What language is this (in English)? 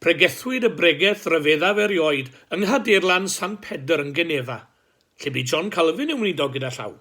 Welsh